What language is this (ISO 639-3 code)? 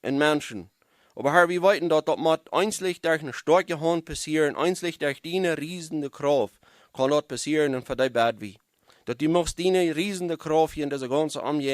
pdt